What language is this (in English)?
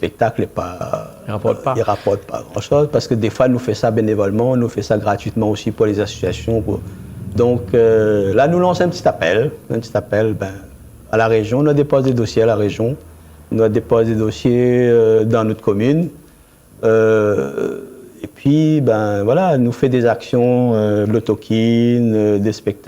Réunion Creole French